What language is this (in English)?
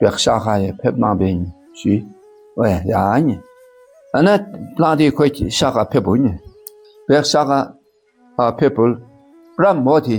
Dakpakha